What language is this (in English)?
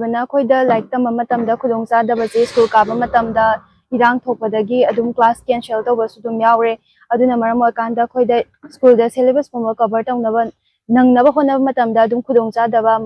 Manipuri